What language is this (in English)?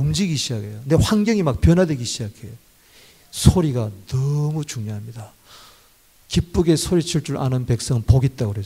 Korean